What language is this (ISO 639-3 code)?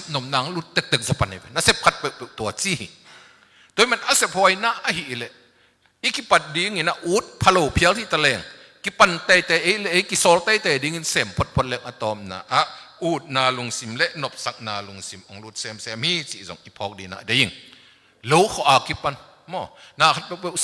ctd